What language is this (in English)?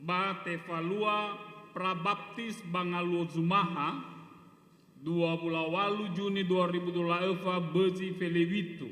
Nias